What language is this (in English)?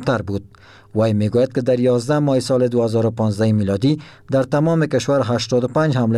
Persian